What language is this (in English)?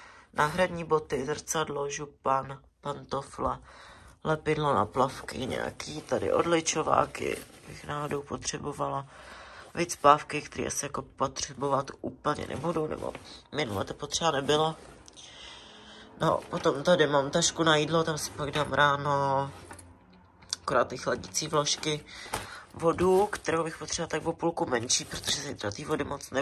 Czech